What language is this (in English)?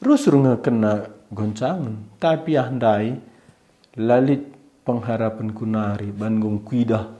Batak Karo